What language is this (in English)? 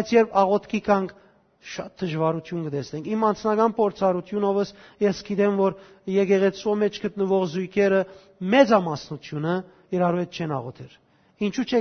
Western Armenian